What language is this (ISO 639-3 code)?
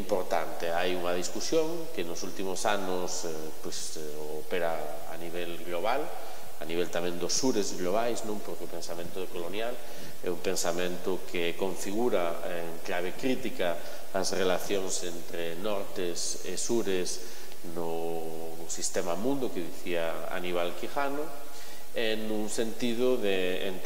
glg